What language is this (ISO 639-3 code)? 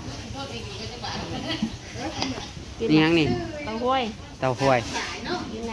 tts